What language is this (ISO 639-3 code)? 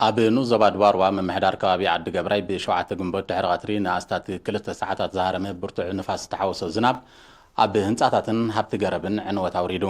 tir